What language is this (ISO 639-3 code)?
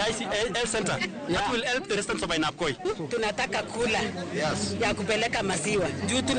luo